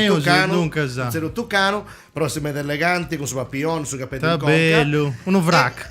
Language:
Sardinian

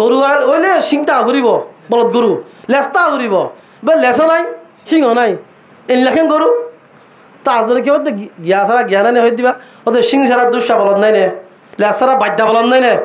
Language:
Rohingya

